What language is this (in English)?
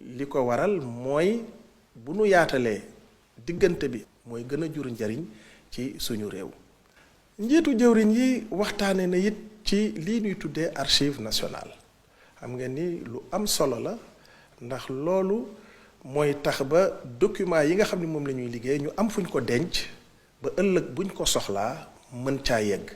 Wolof